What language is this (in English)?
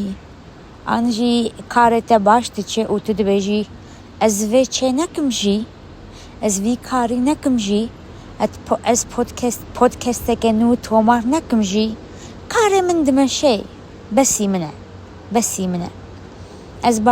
Kurdish